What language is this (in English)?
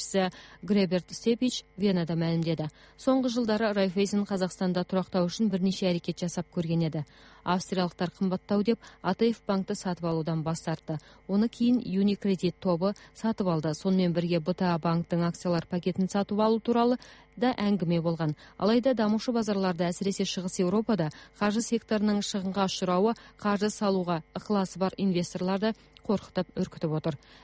Kazakh